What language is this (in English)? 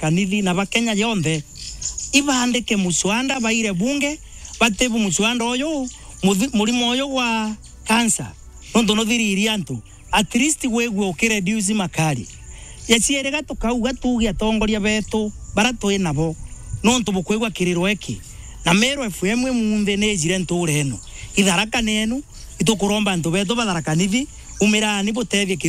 Meru